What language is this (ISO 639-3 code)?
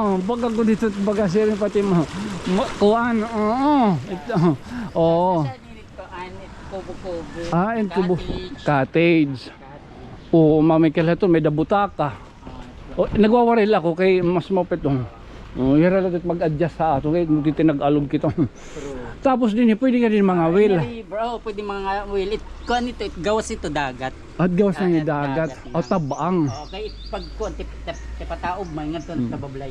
war